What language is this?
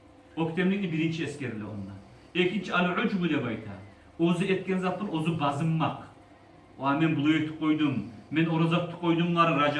Kumyk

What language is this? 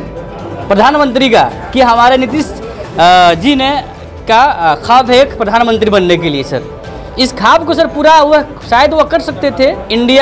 Hindi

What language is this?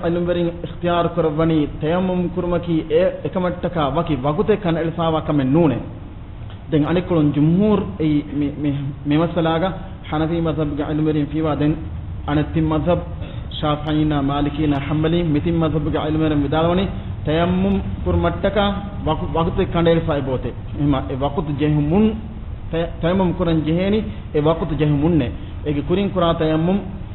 Divehi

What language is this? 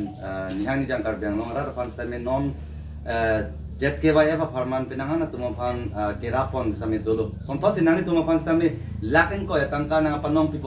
Karbi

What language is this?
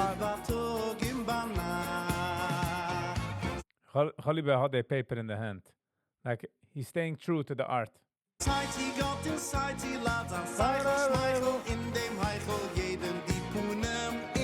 Yiddish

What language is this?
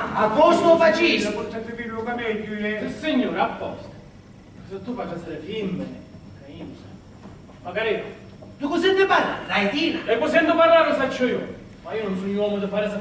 Sicilian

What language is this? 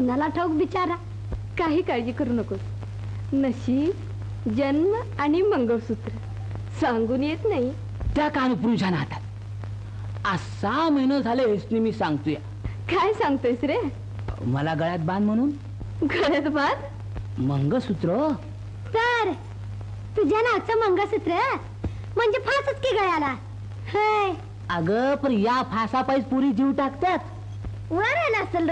Marathi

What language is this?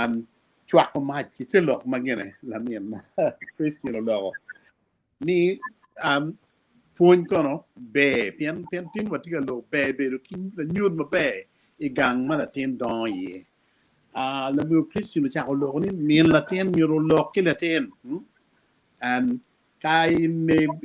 Acoli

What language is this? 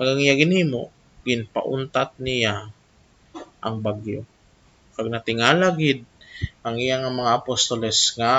Hiligaynon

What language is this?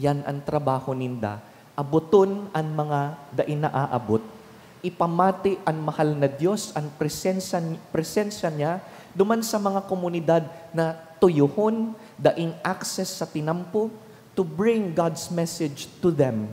Bikol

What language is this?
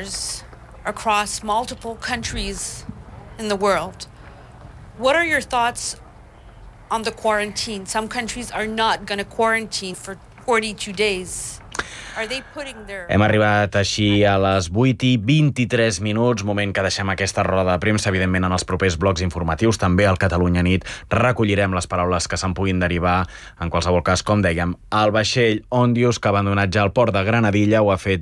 Catalan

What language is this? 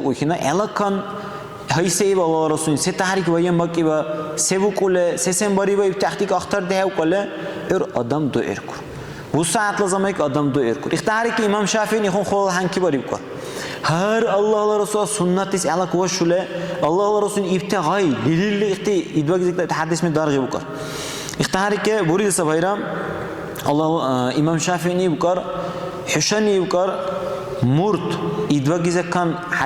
Dargwa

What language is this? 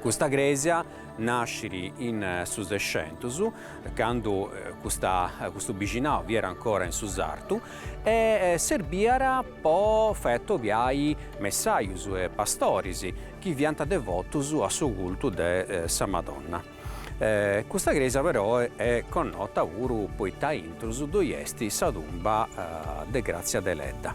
Sardinian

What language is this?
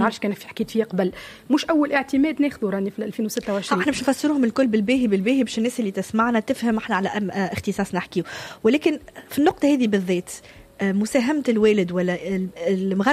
Tunisian Arabic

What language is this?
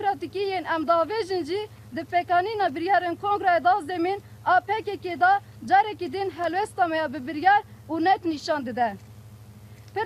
Kurdish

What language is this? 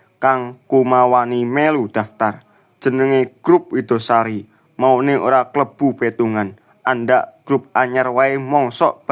Javanese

